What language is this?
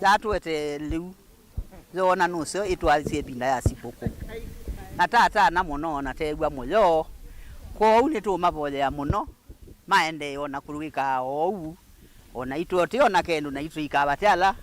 Kamba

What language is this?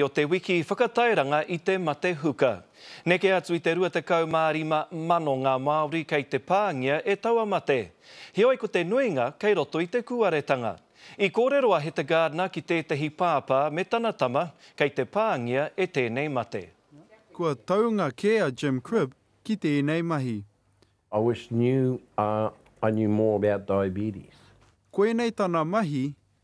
Māori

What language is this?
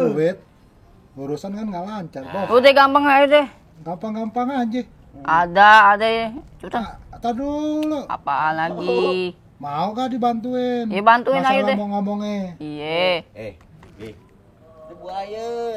Betawi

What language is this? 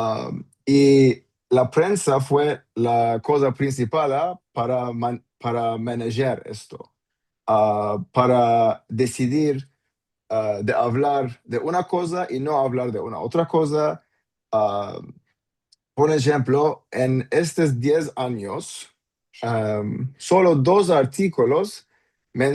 Ladino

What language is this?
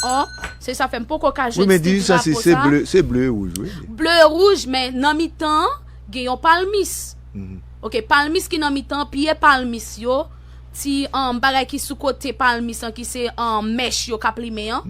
Haitian Creole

